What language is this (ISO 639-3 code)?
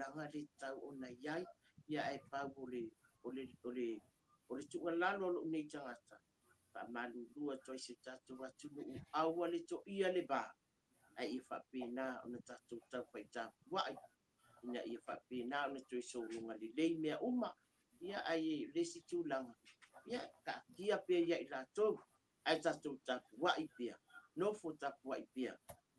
smo